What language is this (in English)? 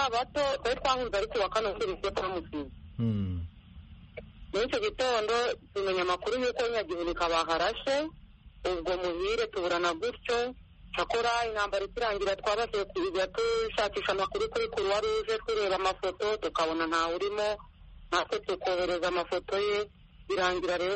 Kinyarwanda